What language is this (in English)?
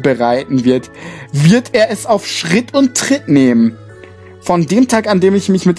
German